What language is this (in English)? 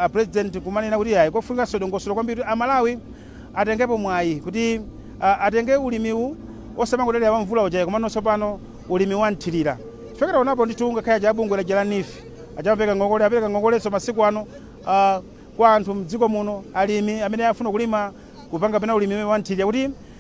Nyanja